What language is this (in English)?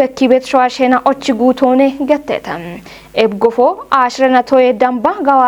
Kafa